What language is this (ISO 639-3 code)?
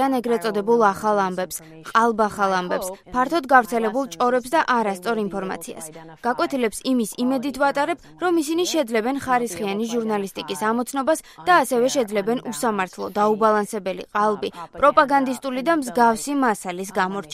kat